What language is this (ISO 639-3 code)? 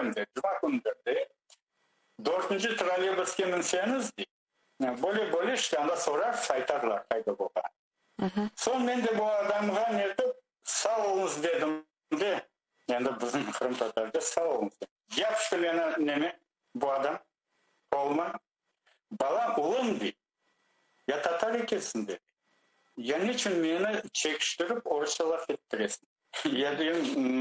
crh